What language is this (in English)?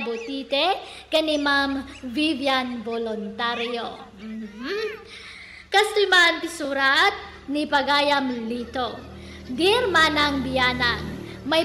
Iloko